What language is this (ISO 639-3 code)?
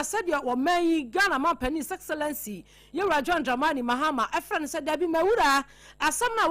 aka